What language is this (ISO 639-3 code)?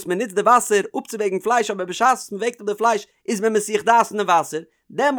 yid